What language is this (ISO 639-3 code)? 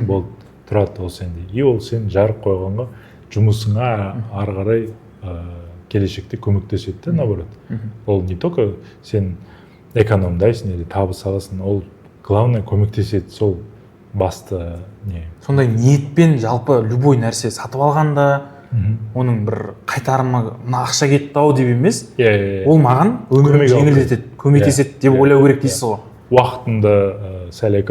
kaz